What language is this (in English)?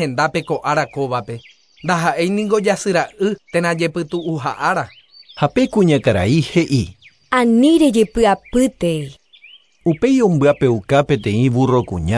Guarani